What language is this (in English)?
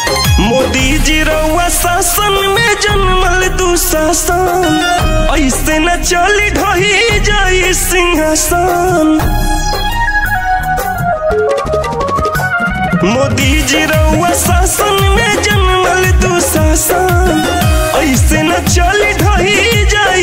Bhojpuri